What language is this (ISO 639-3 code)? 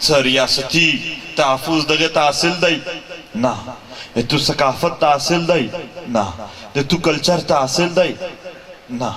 pus